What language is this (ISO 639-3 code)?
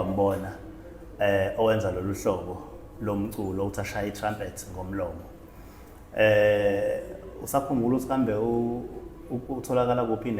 zul